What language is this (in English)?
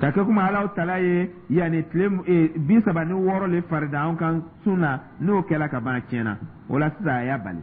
Dyula